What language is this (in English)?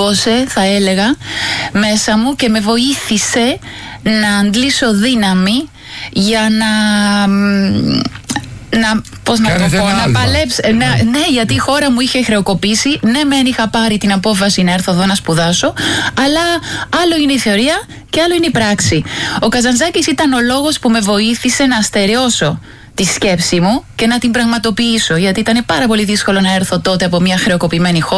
Greek